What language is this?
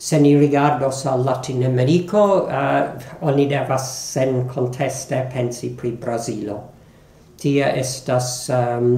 Esperanto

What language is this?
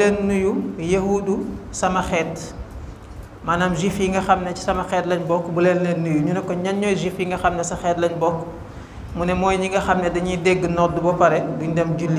Wolof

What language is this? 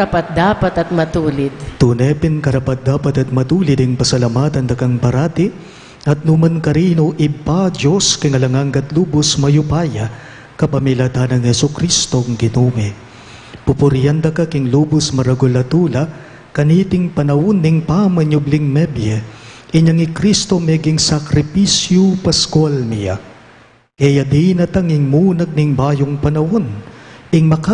Pampanga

